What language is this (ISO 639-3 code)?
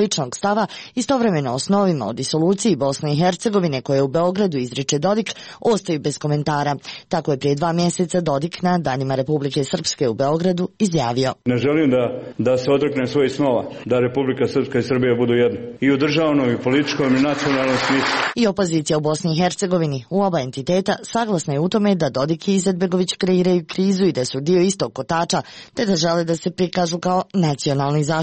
hrv